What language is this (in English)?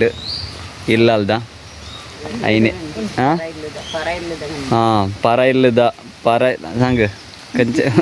Tulu